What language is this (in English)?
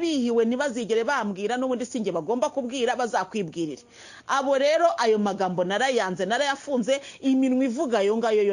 Kinyarwanda